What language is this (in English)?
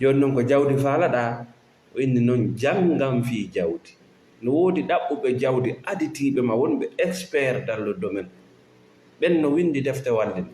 Fula